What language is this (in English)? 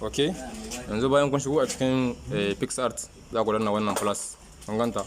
Hausa